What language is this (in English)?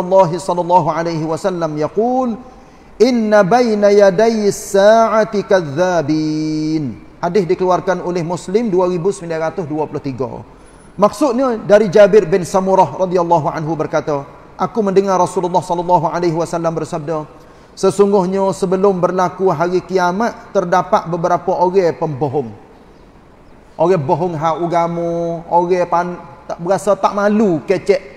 Malay